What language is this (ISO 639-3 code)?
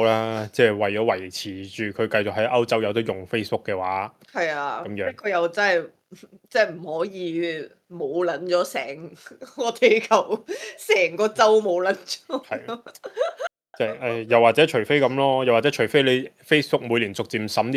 yue